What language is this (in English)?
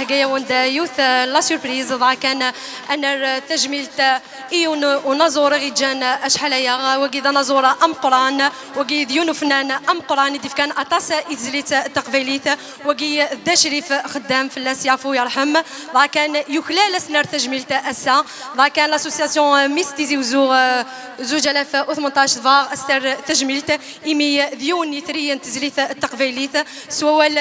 Kabyle